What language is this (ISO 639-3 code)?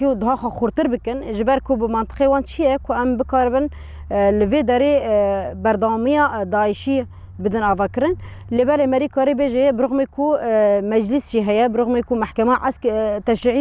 kur